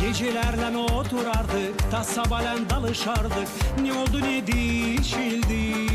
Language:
Gagauz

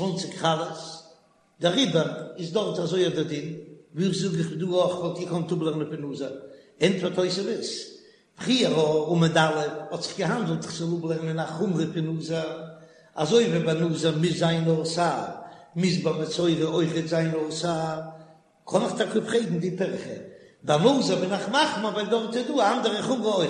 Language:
Yiddish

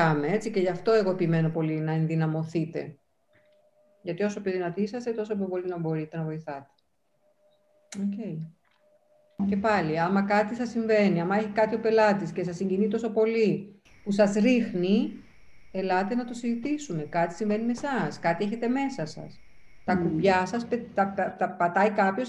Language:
Greek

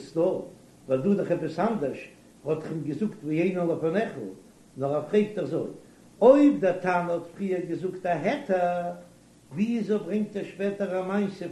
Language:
Yiddish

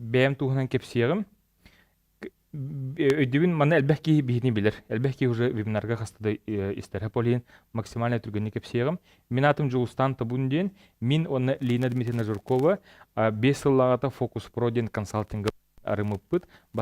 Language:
Yakut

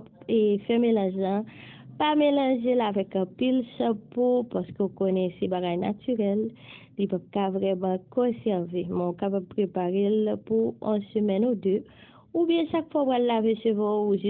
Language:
Haitian Creole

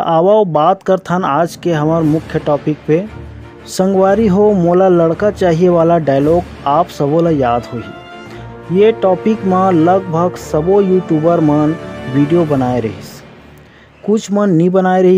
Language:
Chhattisgarhi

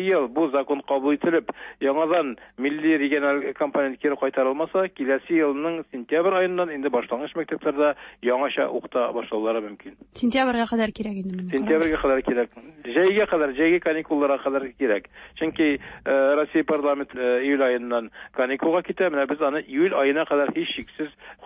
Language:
Tatar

